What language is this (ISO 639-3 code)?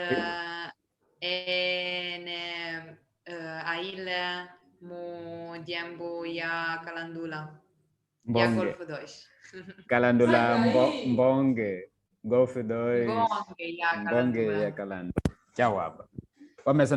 kmb